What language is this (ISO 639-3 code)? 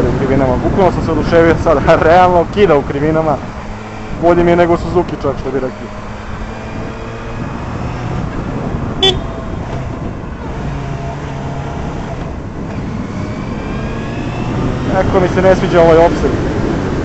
srp